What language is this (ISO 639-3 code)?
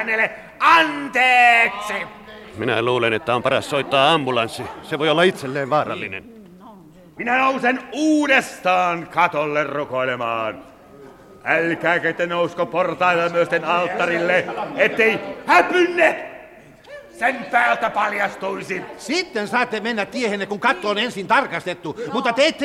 fin